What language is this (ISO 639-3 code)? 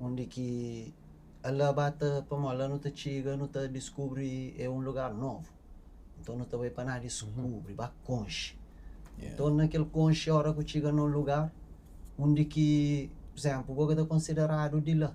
kea